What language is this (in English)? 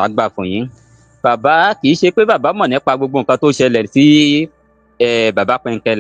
Yoruba